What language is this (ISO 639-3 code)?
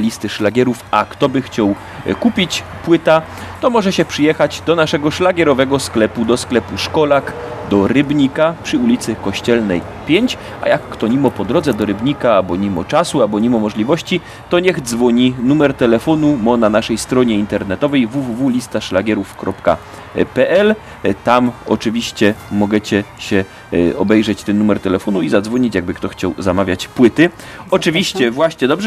szl